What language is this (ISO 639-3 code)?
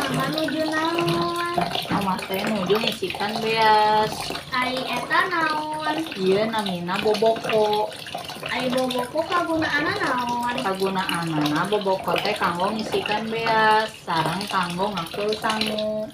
sun